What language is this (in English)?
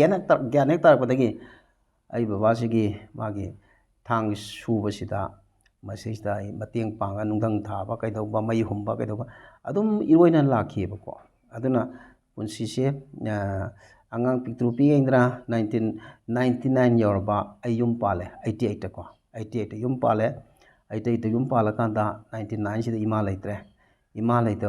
Manipuri